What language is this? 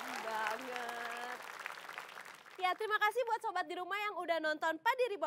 Indonesian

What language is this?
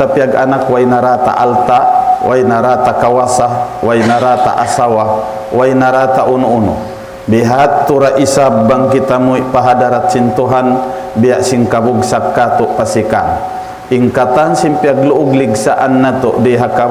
Tausug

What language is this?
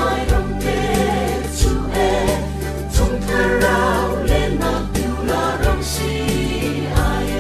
Hakha Chin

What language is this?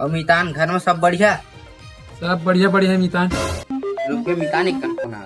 Chhattisgarhi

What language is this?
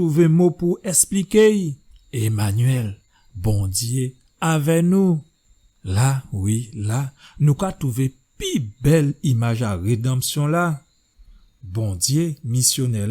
Guadeloupean Creole French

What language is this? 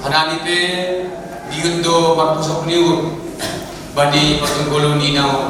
Batak Simalungun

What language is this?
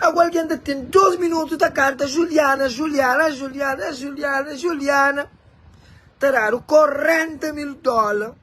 Kabuverdianu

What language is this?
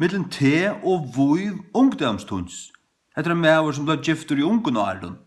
Faroese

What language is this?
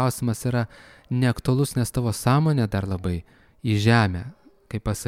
Lithuanian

